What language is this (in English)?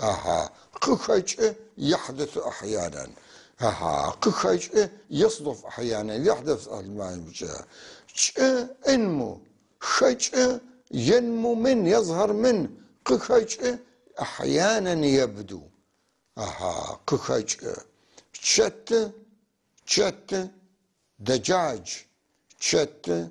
North Levantine Arabic